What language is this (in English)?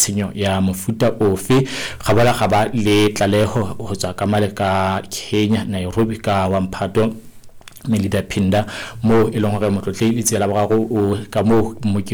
Southern Sotho